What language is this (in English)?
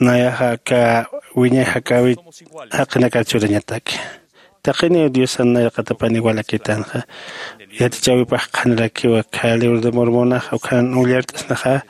Aymara